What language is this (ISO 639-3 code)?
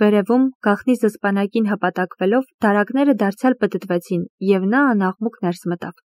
hye